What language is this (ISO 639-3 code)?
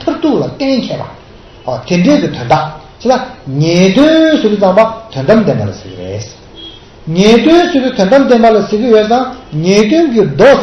bod